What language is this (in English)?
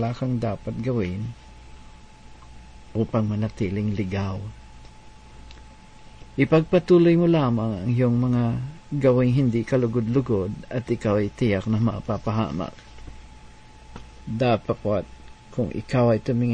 Filipino